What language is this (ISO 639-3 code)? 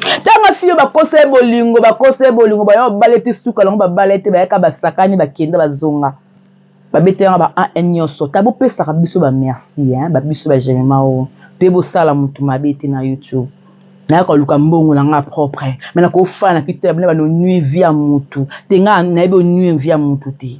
lin